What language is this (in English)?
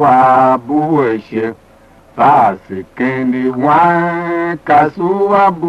Tiv